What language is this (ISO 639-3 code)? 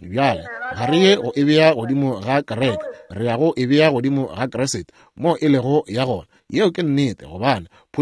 nso